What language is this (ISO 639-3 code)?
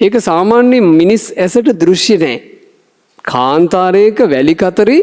sin